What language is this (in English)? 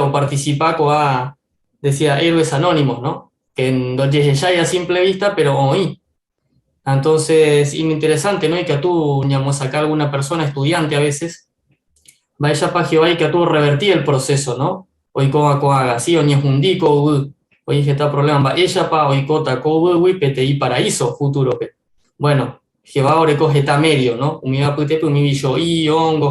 Guarani